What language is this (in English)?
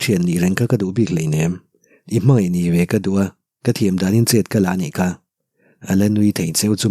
Mizo